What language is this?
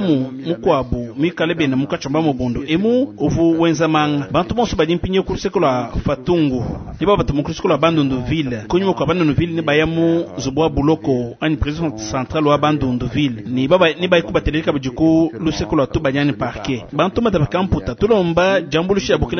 Luba-Lulua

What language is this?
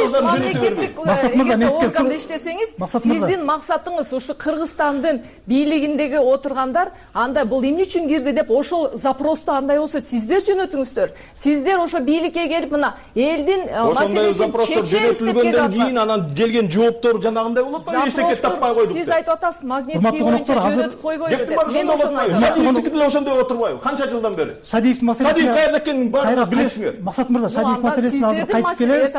Kyrgyz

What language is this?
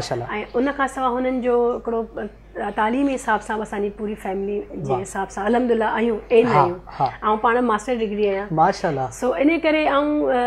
Sindhi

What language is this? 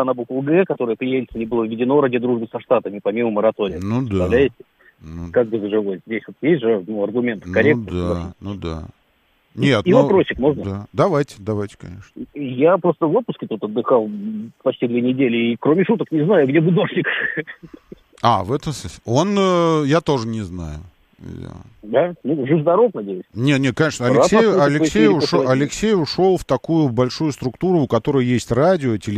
Russian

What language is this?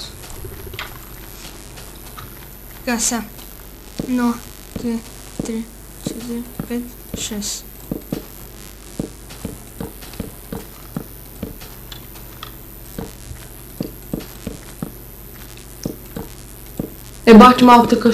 Bulgarian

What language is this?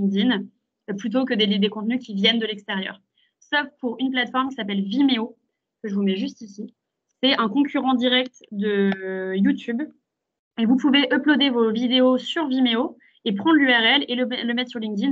French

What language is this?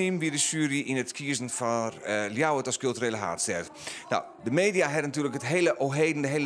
Western Frisian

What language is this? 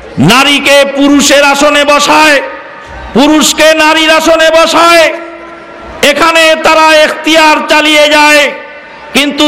Bangla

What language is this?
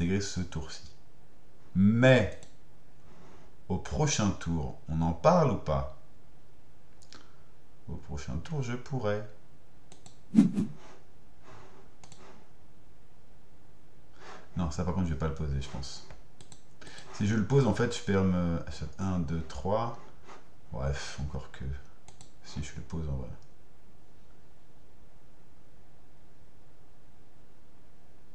French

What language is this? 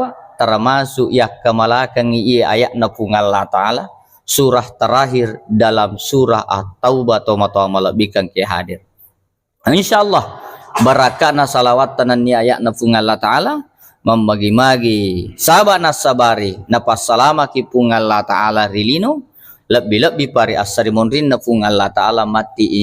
Buginese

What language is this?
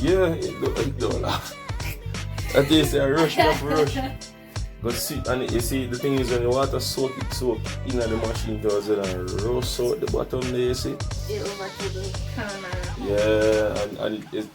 Jamaican Creole English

